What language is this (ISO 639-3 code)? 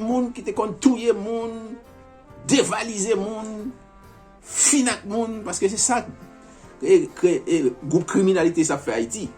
hat